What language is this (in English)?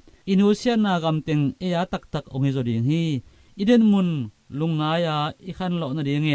Tedim Chin